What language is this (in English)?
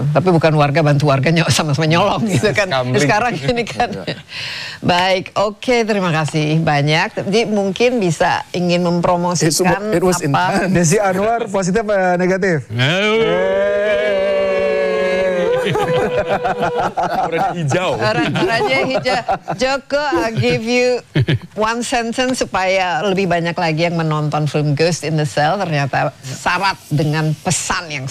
Indonesian